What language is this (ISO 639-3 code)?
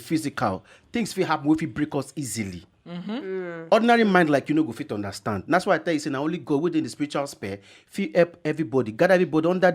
pcm